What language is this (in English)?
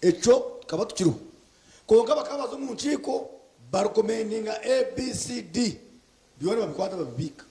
Nyankole